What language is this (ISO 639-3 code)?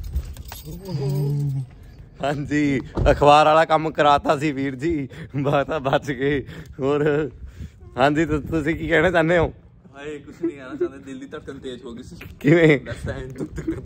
pan